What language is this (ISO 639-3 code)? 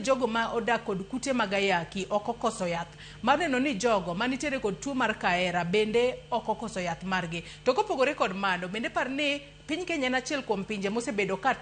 luo